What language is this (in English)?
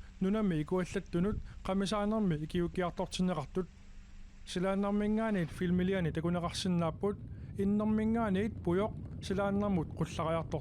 Kalaallisut